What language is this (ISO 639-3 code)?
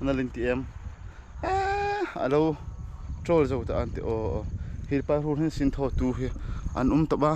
hmr